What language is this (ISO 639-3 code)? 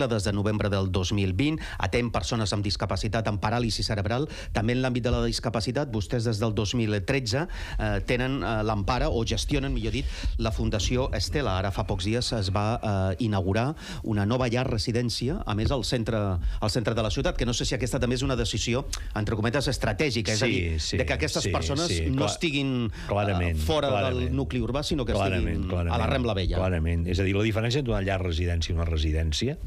cat